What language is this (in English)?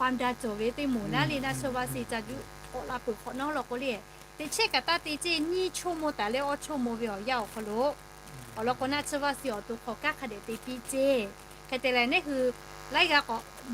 Lahu